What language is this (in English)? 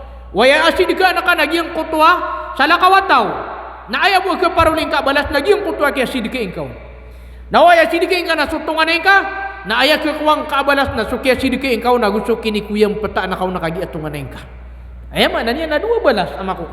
Maranao